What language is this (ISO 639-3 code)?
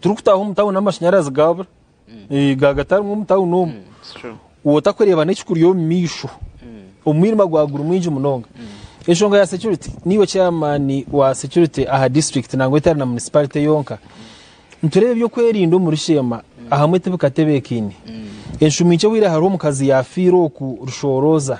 nyn